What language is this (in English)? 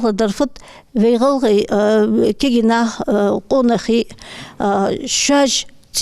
Ingush